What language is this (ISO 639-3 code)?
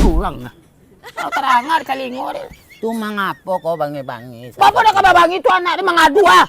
min